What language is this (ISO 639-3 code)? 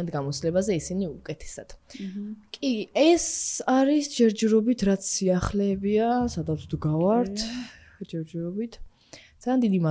kat